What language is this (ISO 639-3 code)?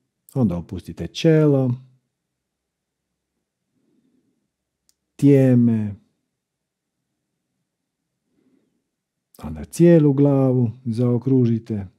hrv